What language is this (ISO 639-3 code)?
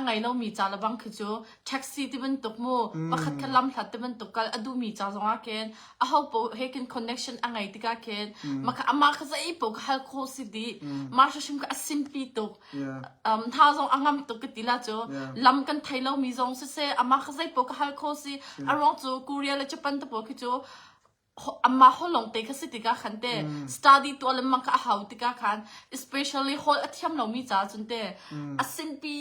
cnh